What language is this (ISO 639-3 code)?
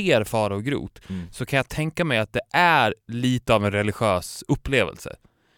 swe